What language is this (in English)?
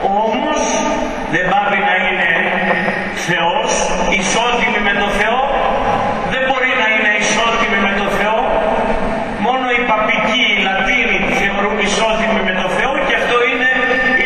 Greek